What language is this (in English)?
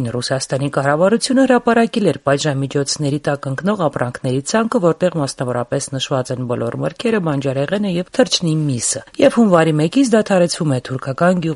Armenian